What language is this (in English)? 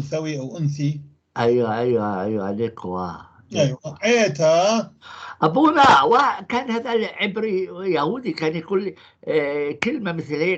North Levantine Arabic